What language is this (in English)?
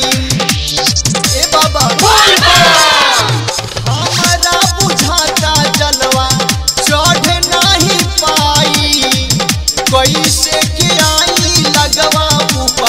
Bhojpuri